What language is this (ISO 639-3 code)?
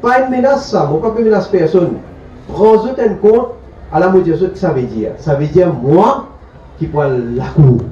mfe